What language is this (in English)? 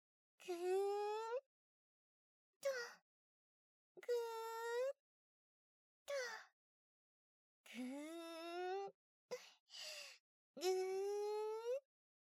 Japanese